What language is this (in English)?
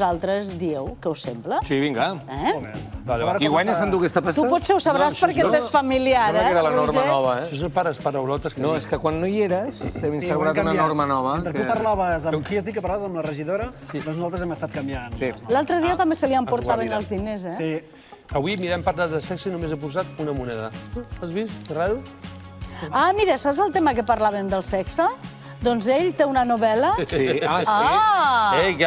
Catalan